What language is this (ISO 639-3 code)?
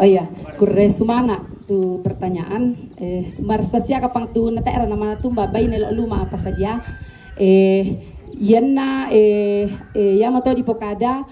sda